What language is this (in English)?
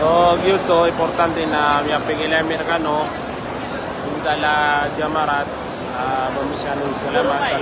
Maranao